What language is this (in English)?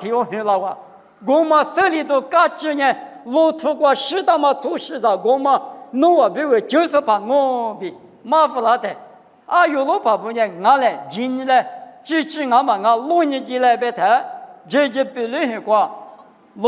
Lisu